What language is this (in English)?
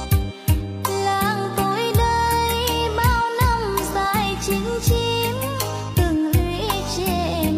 Vietnamese